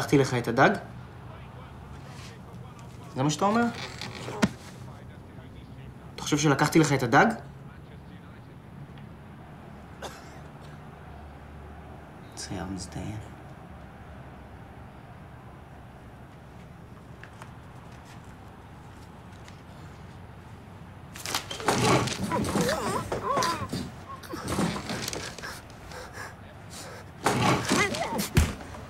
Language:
Hebrew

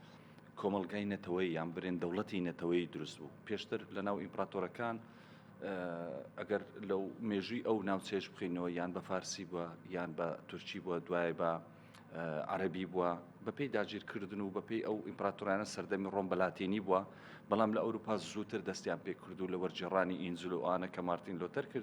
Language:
Central Kurdish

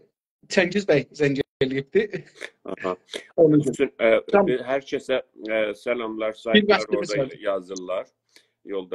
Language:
South Azerbaijani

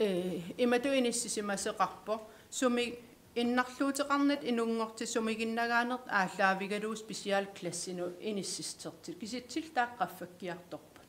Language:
Kalaallisut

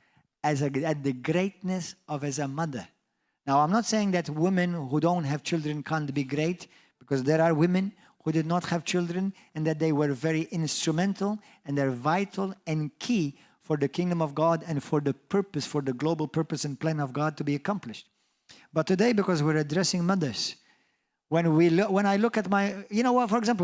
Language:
English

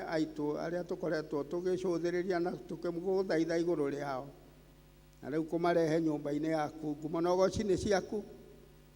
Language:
Kikuyu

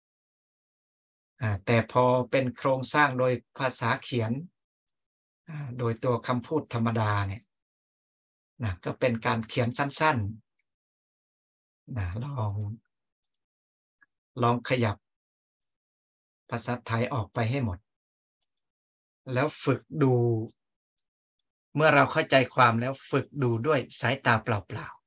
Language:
Thai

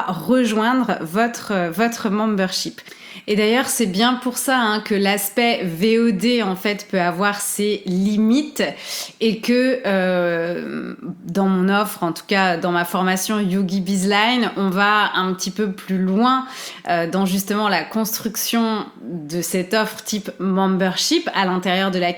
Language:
French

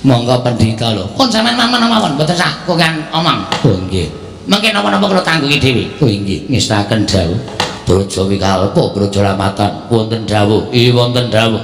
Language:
Javanese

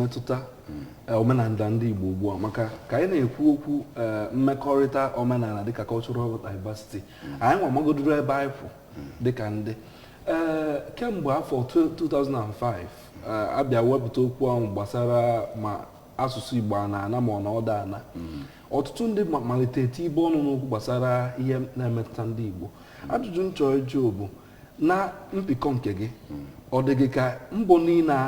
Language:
Igbo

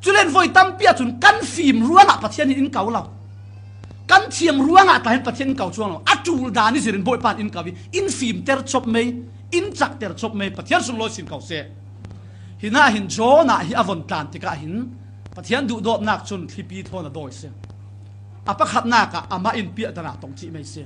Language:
Falam Chin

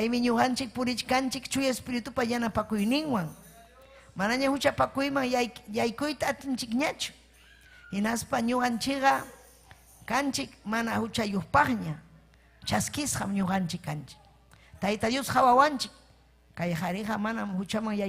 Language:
Ayacucho Quechua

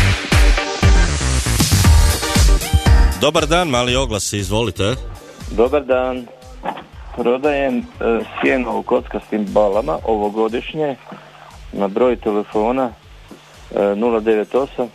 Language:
Croatian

